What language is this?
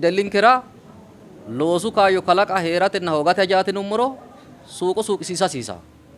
Sidamo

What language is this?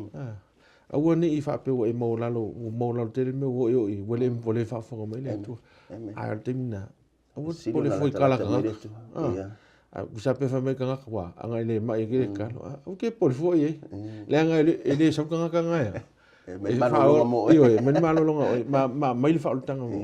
Samoan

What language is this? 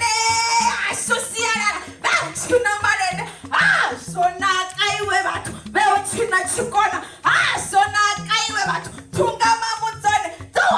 Venda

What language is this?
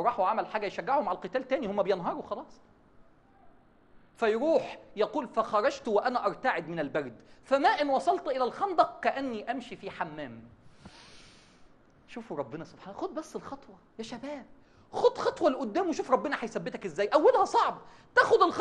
Egyptian Arabic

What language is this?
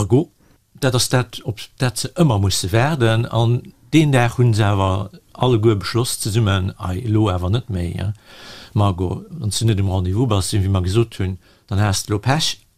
Luxembourgish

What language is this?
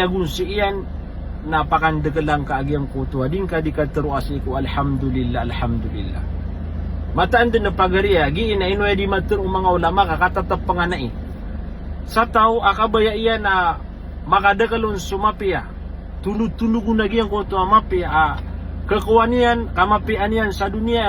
Maranao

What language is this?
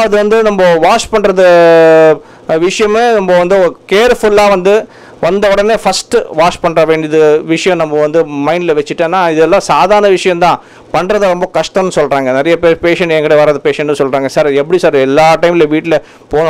Tamil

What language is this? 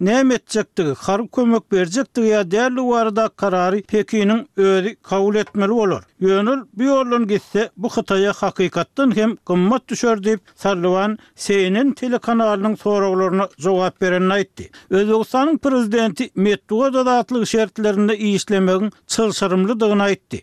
Turkmen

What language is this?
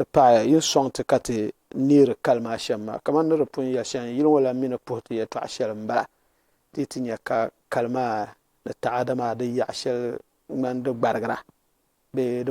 Dagbani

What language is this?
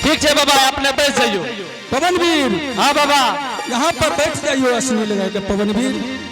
Angika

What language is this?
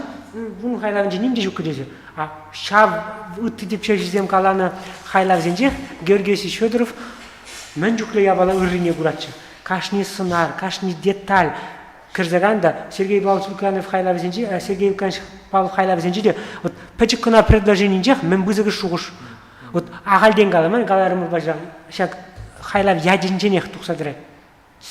Chuvash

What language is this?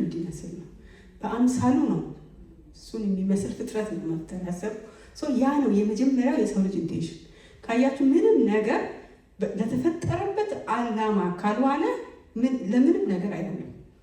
Amharic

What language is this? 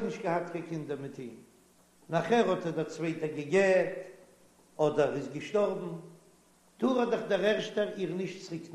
Yiddish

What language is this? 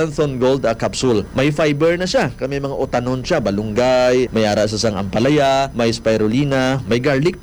Hiligaynon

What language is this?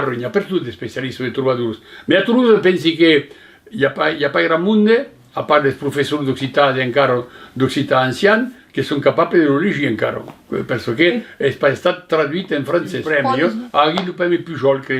Occitan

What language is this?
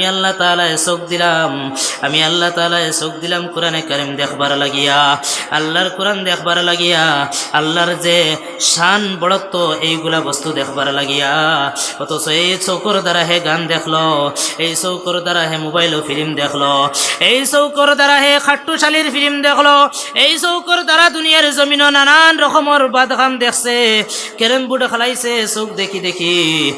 Sylheti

